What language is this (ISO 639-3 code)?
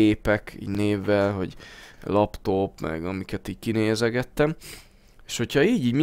hun